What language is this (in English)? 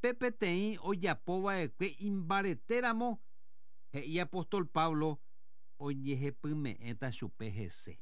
Guarani